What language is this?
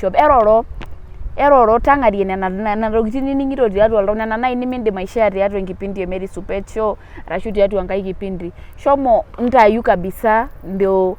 Masai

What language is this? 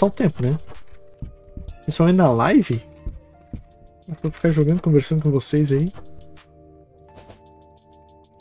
Portuguese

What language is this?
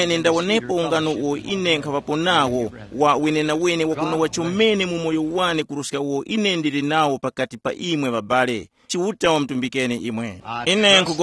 Tumbuka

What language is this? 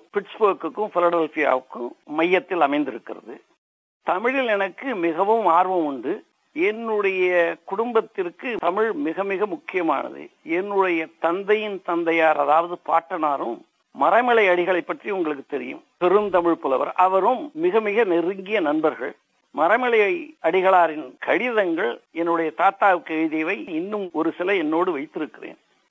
Tamil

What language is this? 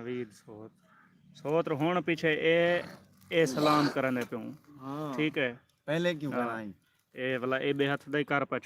Saraiki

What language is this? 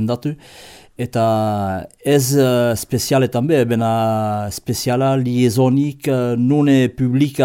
Basque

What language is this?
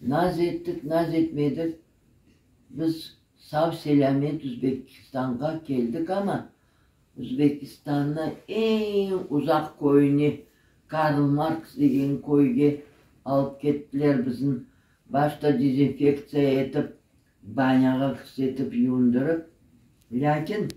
Crimean Tatar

